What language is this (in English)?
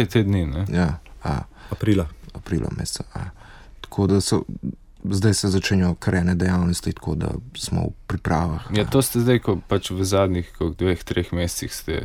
Slovenian